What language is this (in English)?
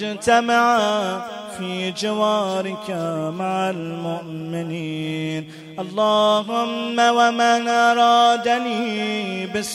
Arabic